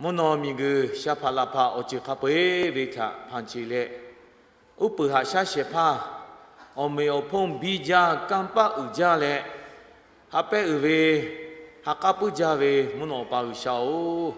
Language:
Lahu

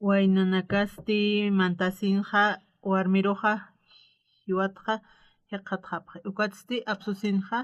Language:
Aymara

